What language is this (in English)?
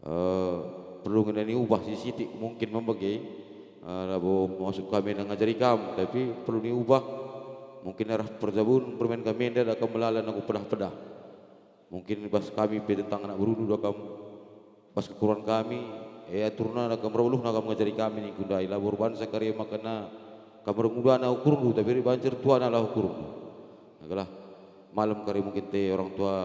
Batak Karo